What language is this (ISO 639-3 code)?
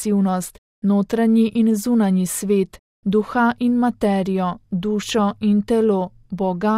slv